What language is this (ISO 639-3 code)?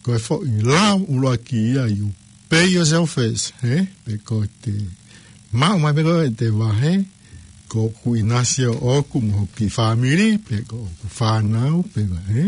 ton